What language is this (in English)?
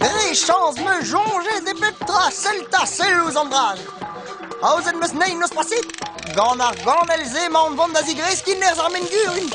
Breton